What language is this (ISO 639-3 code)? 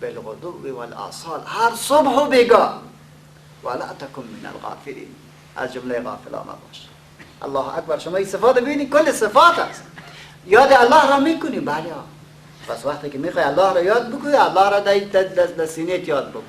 fas